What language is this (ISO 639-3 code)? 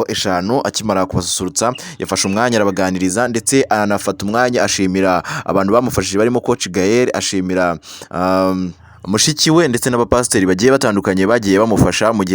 kin